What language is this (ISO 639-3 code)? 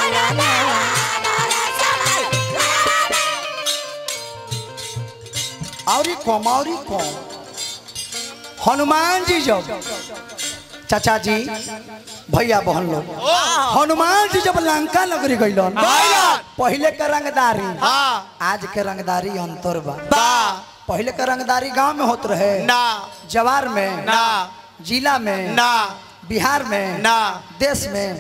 bho